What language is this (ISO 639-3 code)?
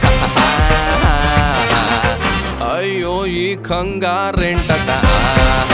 tel